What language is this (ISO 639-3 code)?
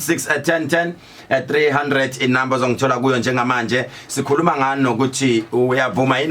zul